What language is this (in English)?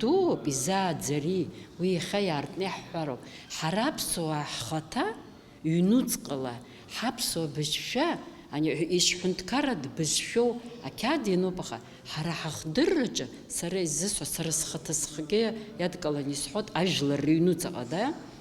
Abkhazian